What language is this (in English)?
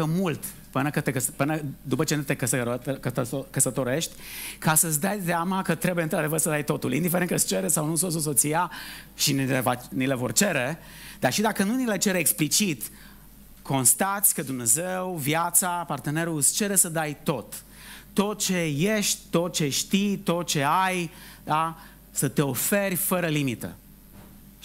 Romanian